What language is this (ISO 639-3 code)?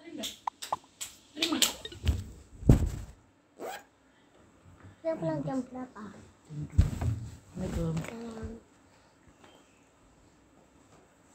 ind